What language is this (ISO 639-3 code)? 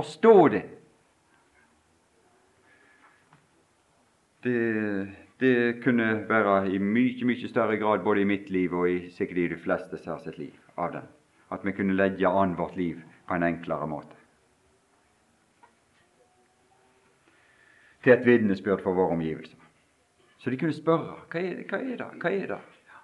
nor